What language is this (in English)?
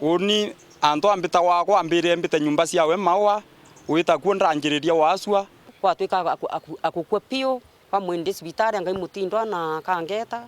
Meru